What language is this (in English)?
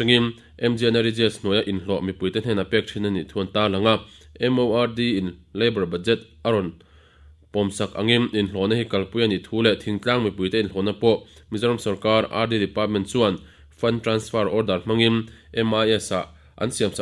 Mizo